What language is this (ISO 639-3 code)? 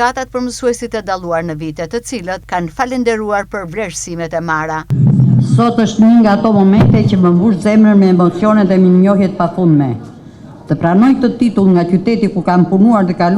sqi